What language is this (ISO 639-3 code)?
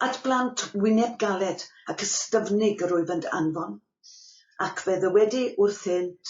cym